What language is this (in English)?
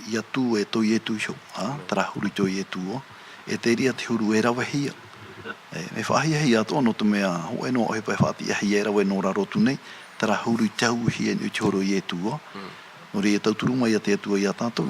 Tahitian